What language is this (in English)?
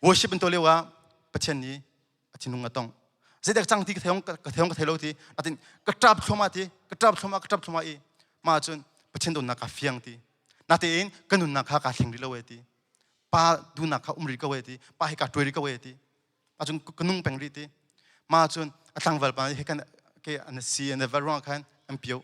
Hakha Chin